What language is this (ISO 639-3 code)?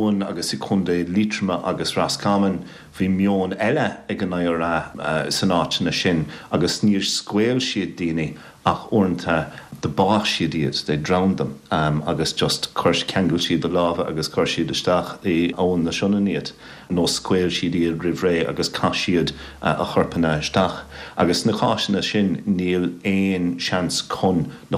gle